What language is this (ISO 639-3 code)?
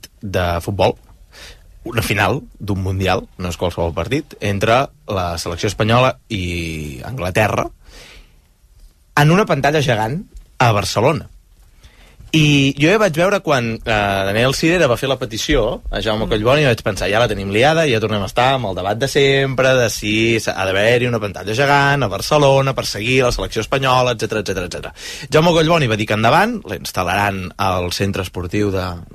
cat